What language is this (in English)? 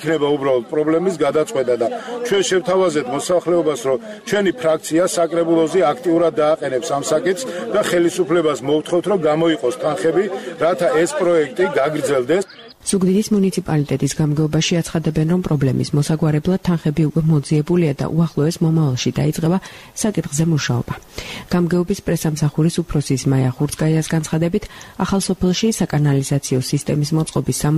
Georgian